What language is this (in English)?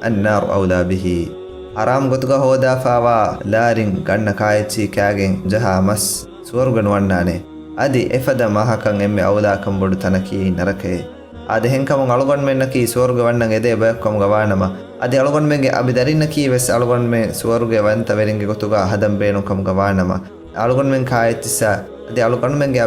Divehi